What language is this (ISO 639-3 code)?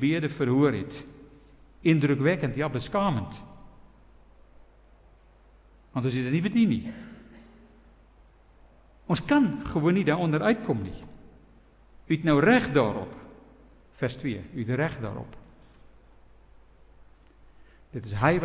afr